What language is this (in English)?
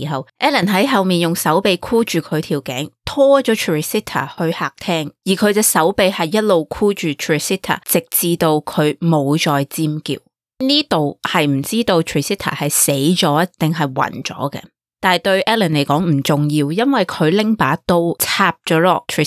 Cantonese